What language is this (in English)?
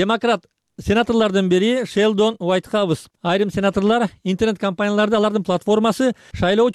Kyrgyz